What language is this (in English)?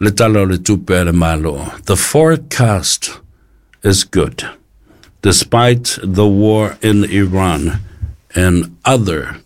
Samoan